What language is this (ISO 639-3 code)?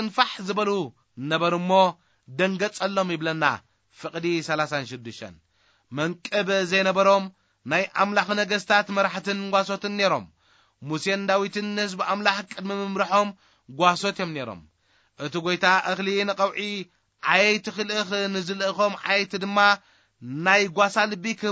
tir